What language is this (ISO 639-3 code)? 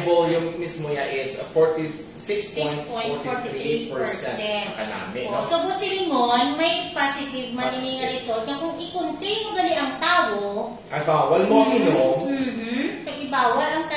hil